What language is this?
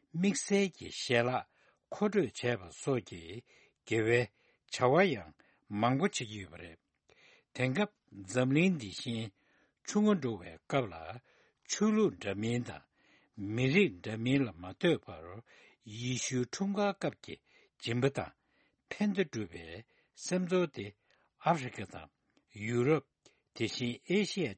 Tibetan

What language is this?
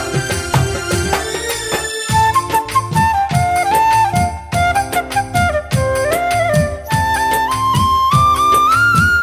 Telugu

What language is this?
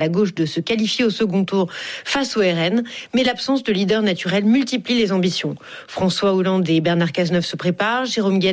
French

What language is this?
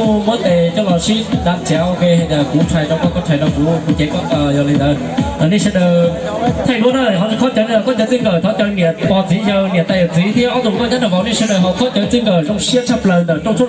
Hmong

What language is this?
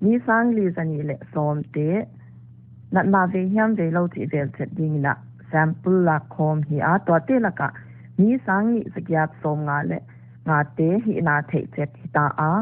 Paite Chin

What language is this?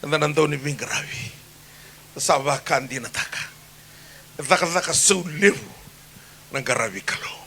Fijian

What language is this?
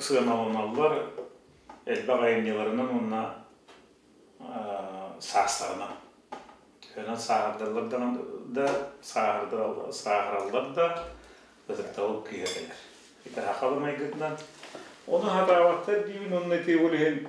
Yakut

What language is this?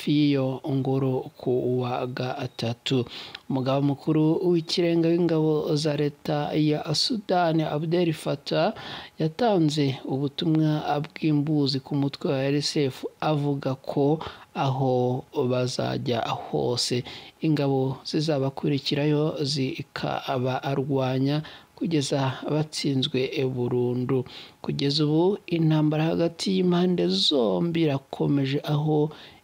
Kinyarwanda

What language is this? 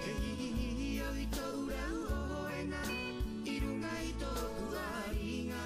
Rapanui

